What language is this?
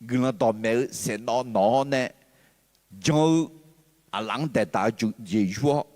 Akha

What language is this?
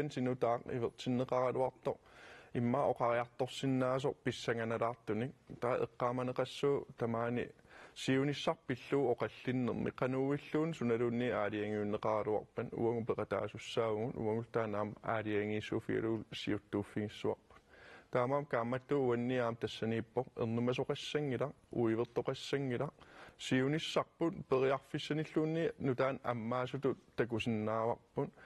Kalaallisut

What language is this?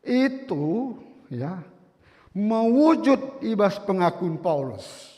Batak Karo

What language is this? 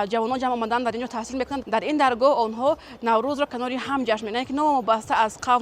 Tajik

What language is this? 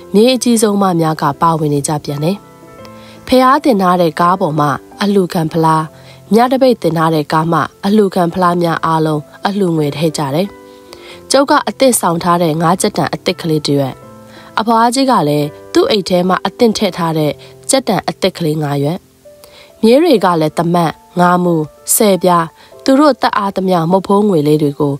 Burmese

